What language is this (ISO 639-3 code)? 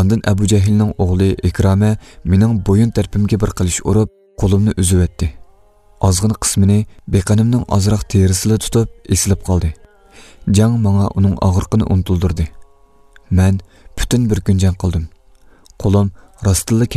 uig